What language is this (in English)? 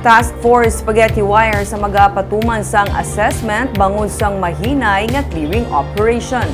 Hiligaynon